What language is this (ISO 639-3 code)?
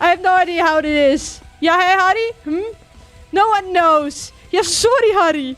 fry